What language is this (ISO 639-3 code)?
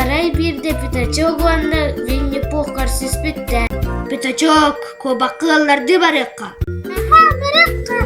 sah